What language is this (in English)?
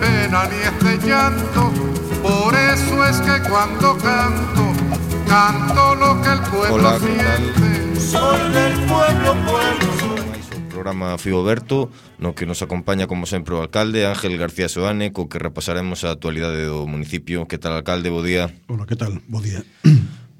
Galician